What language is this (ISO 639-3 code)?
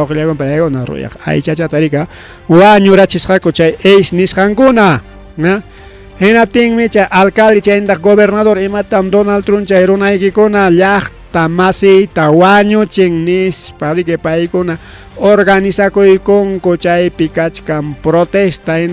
quy